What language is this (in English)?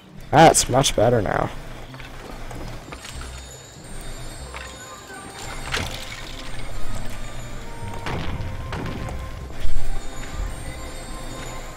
English